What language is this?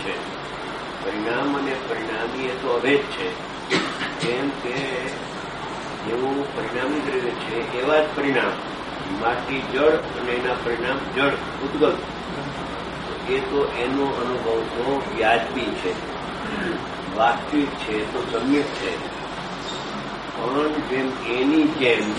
Gujarati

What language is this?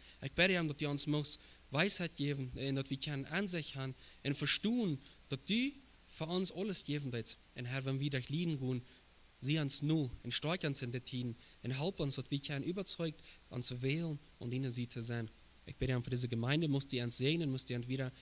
Plautdietsch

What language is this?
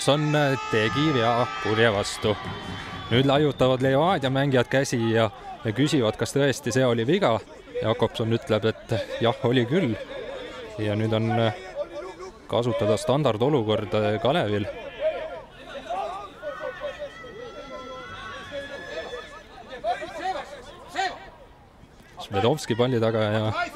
Estonian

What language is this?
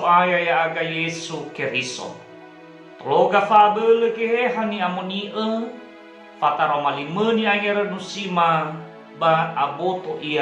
Nias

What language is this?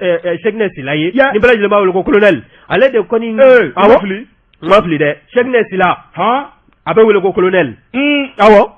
Bambara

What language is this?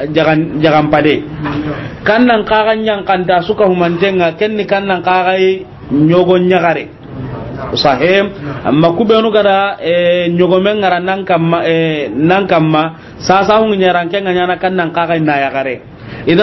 Soninke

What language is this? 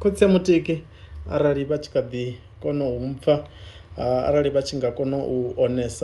Venda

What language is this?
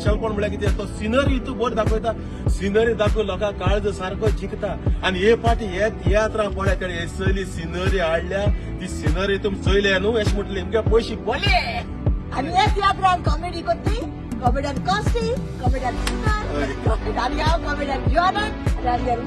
Konkani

